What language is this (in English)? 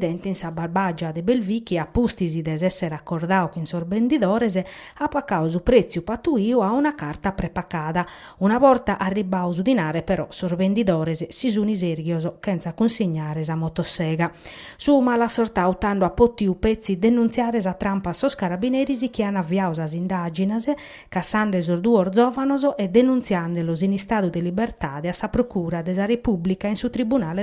Sardinian